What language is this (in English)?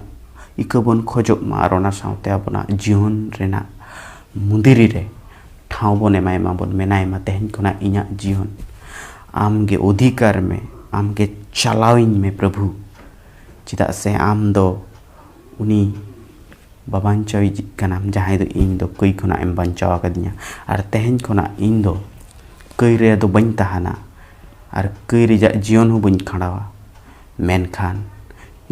Santali